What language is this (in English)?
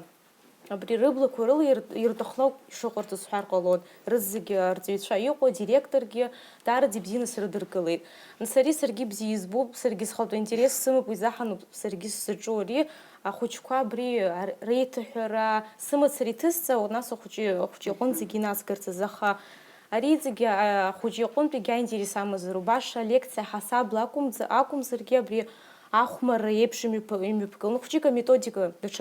Abkhazian